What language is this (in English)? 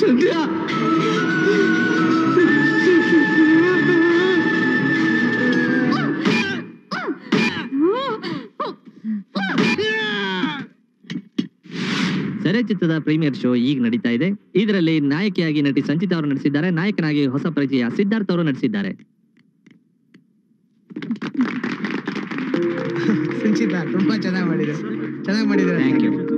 Kannada